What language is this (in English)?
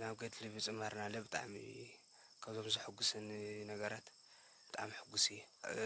Tigrinya